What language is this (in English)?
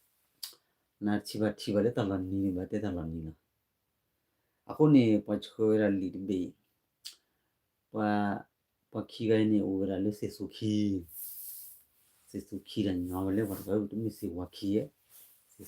S'gaw Karen